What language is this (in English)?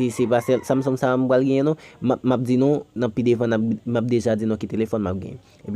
Haitian Creole